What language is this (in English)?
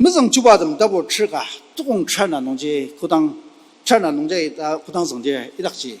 Ao Naga